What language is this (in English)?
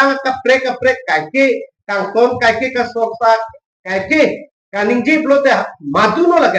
Karbi